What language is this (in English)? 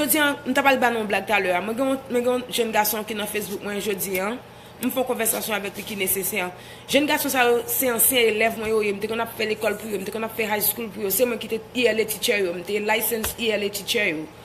Haitian Creole